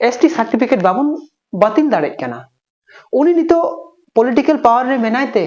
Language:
Santali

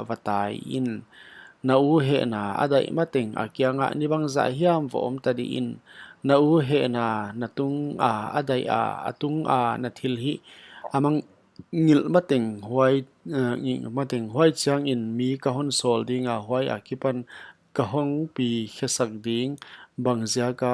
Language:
Paite Chin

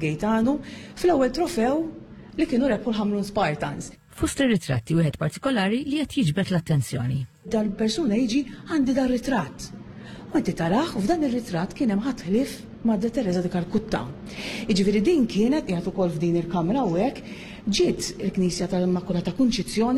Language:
Maltese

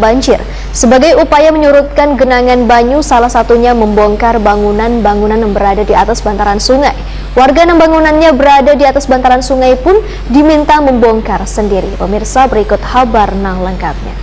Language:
Banjar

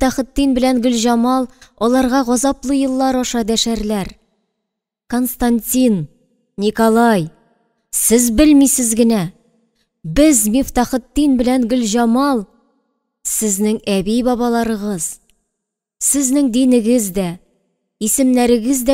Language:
Tatar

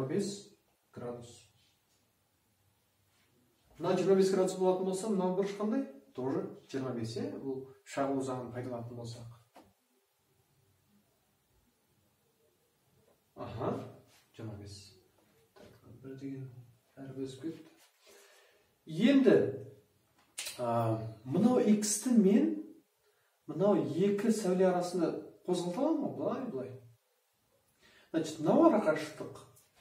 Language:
Kazakh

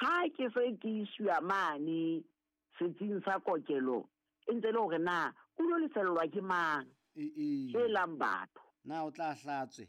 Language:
Southern Sotho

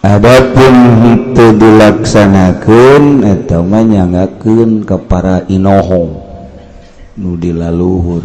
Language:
Sundanese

